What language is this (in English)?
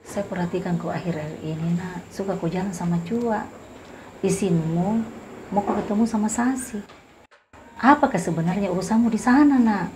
Makassar Malay